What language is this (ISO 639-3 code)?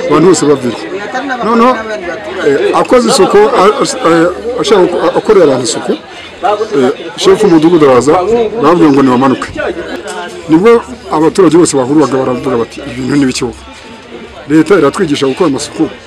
kin